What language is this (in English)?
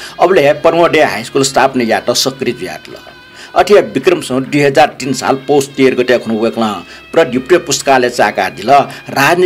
Newari